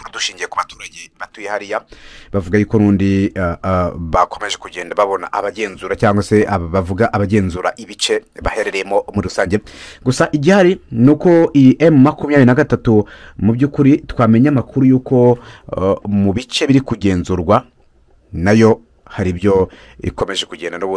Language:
Kinyarwanda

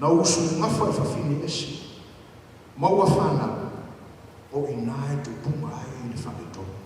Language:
Samoan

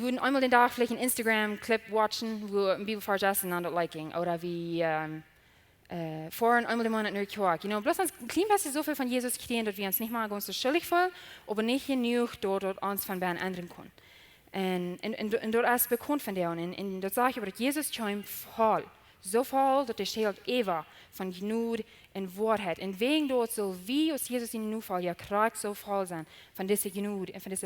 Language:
Plautdietsch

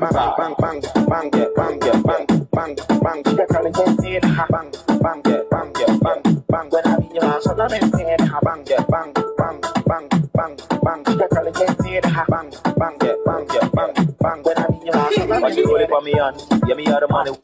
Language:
Jamaican Creole English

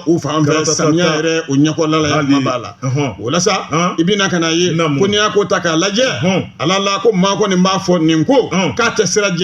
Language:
Bambara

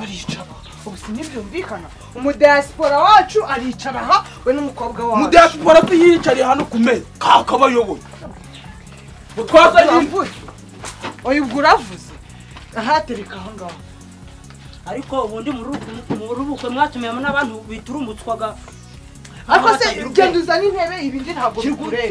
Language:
Kinyarwanda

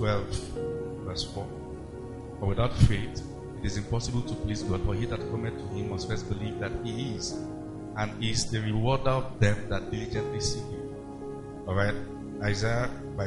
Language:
English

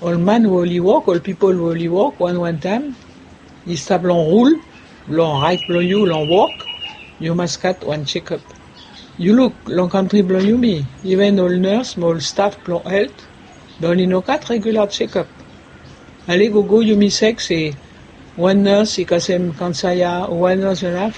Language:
Bislama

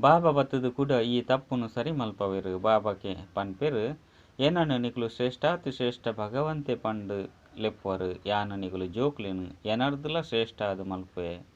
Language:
Tulu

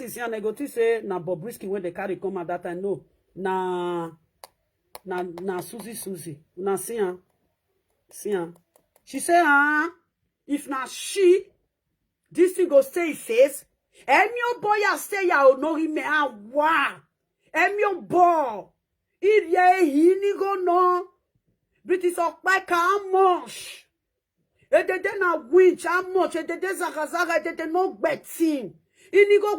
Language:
Nigerian Pidgin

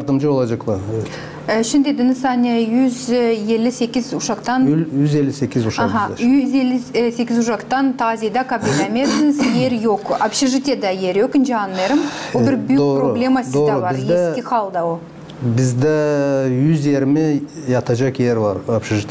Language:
Gagauz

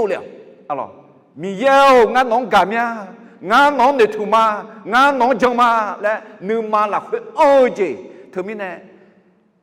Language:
Akha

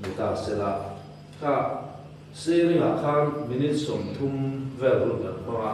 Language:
Mizo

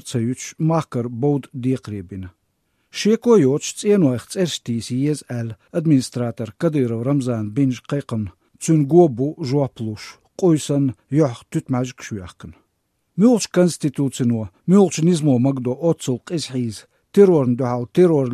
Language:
Chechen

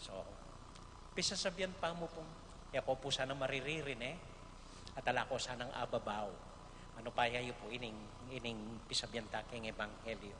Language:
Pampanga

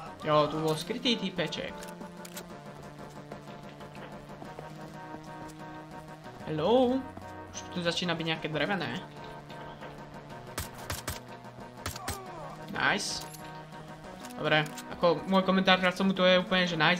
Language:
Slovak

